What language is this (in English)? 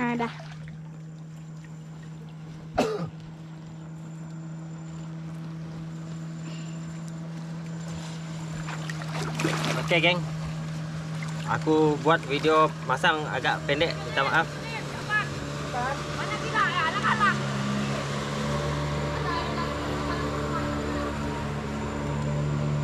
Malay